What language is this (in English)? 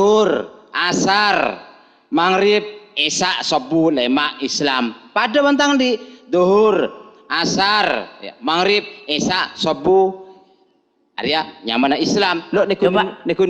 Madurese